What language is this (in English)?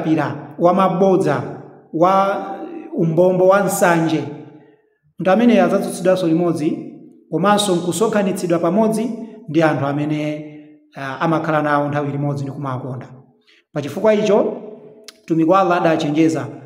Nyanja